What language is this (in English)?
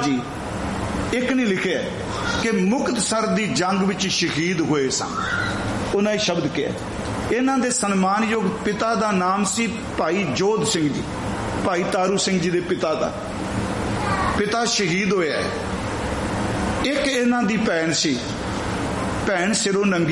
Punjabi